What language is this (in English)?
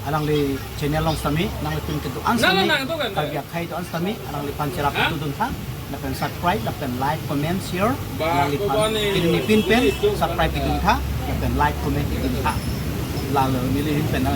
Karbi